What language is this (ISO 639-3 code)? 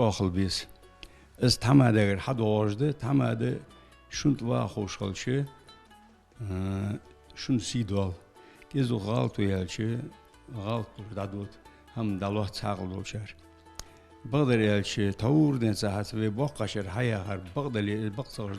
inh